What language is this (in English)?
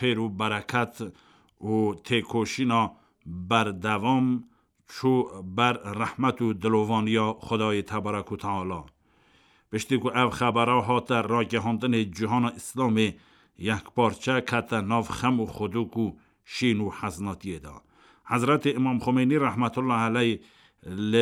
Kurdish